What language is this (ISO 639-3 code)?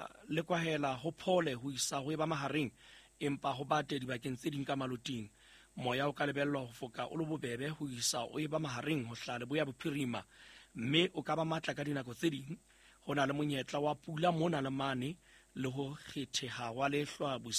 sot